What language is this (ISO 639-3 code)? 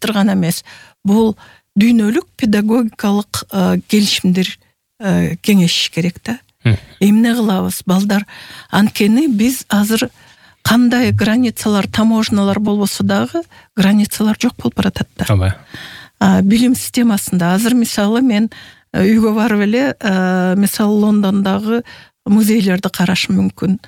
kir